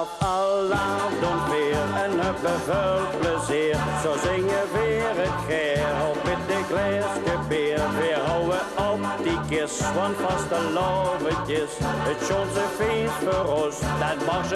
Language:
Limburgish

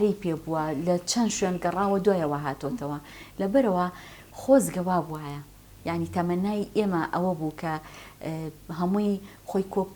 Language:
Central Kurdish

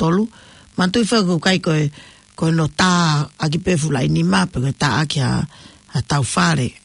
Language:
Tongan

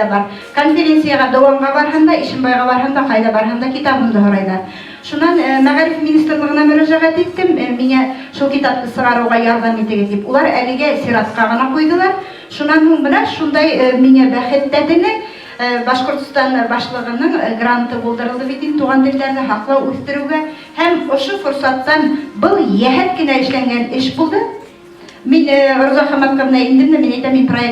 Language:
Bashkir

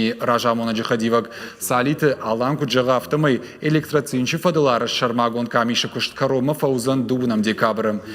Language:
Ossetic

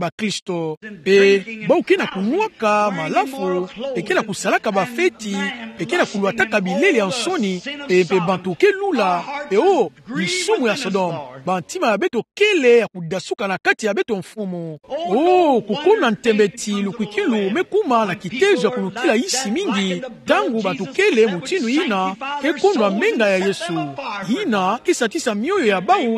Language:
Kituba (Democratic Republic of Congo)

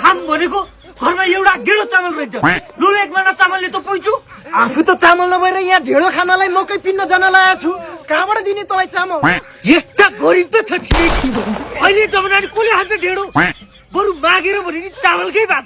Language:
Nepali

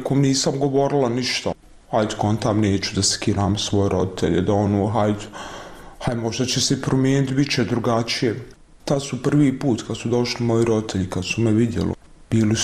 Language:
Bosnian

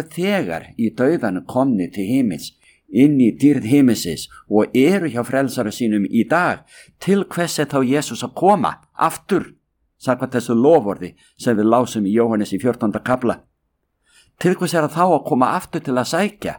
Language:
Icelandic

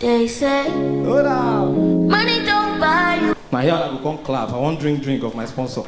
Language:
Nigerian Pidgin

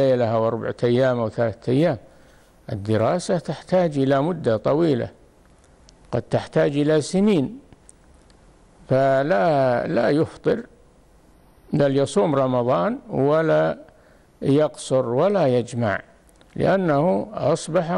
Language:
Arabic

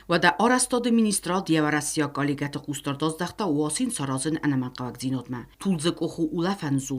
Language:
Ossetic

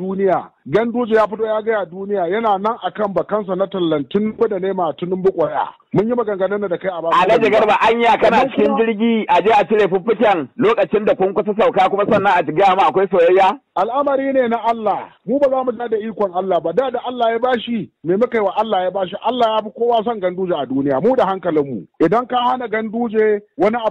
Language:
Hausa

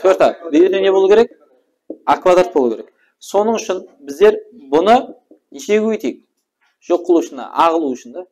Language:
Kara-Kalpak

